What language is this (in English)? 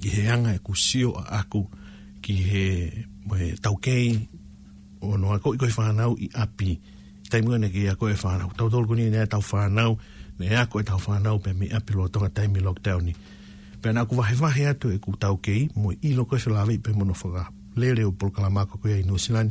Tongan